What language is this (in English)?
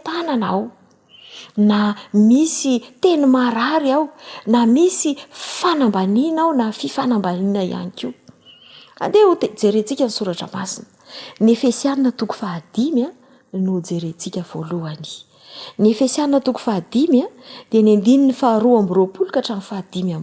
Malagasy